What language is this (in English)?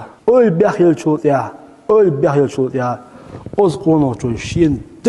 Chechen